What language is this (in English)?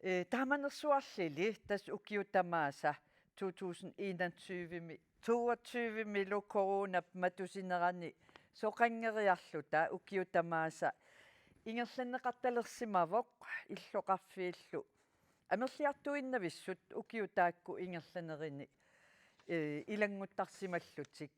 Kalaallisut